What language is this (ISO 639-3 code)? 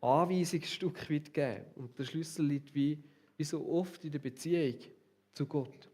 gsw